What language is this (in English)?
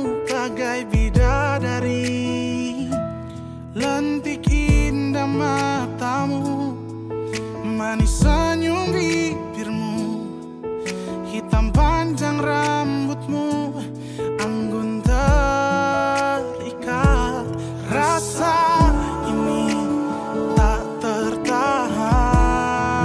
Indonesian